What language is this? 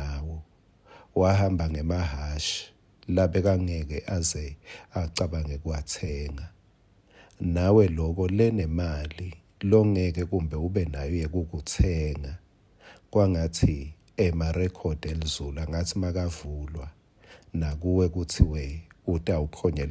Swati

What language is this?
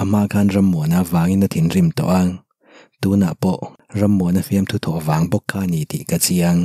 Mizo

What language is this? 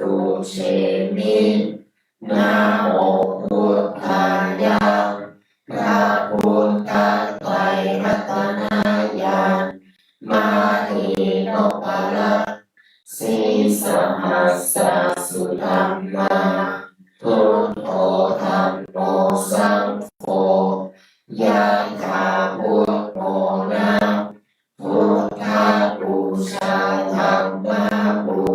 Pali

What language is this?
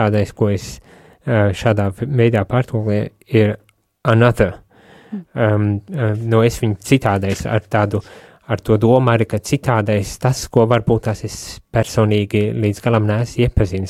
Latvian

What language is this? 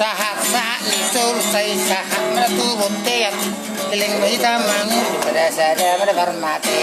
Batak Toba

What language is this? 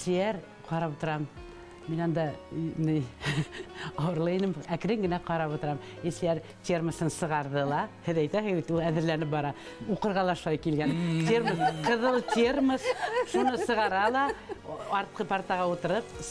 Bashkir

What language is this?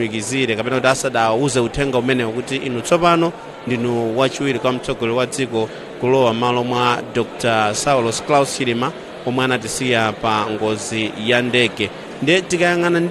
Nyanja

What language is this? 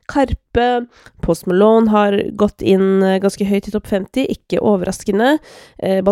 Norwegian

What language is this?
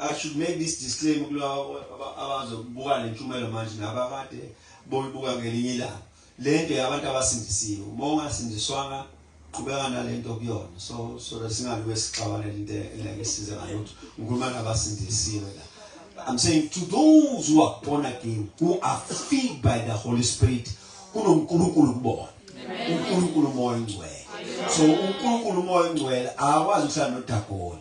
Zulu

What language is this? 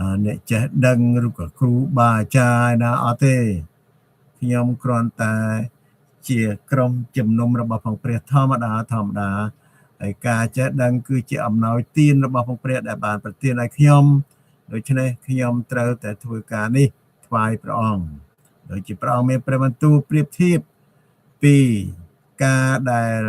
Khmer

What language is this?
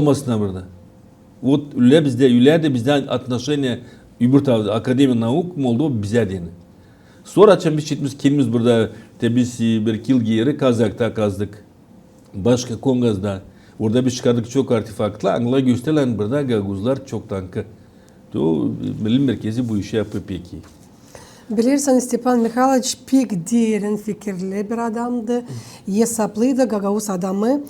Gagauz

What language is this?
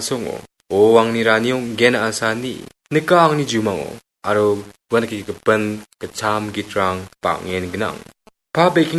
Garo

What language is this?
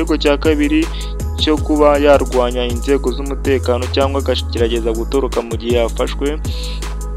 Kinyarwanda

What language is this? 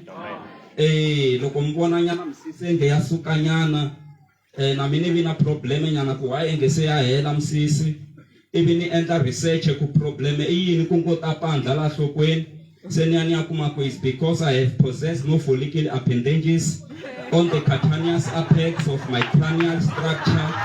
Tsonga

